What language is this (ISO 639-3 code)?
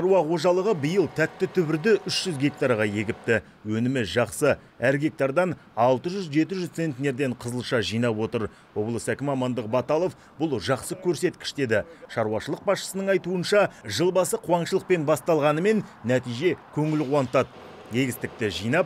kaz